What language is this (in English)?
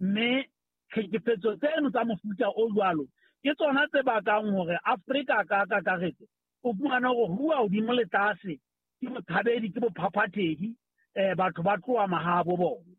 Southern Sotho